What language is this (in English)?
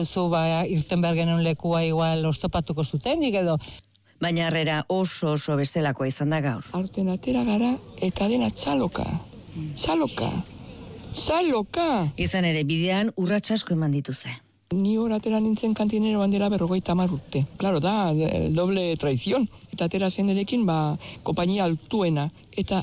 Basque